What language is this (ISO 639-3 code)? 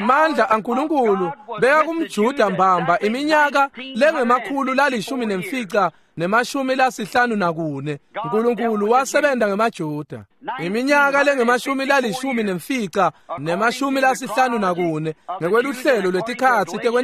ssw